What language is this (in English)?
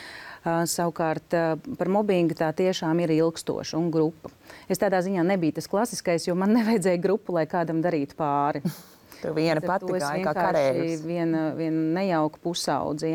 Latvian